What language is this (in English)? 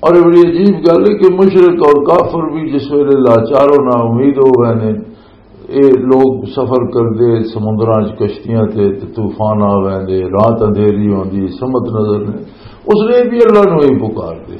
Western Panjabi